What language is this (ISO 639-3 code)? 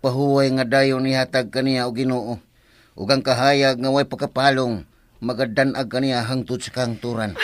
ceb